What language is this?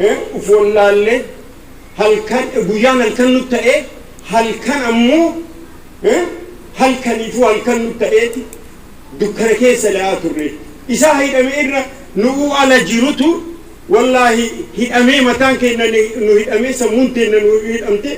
Oromo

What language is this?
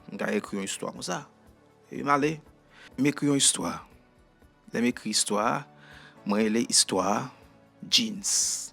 Haitian Creole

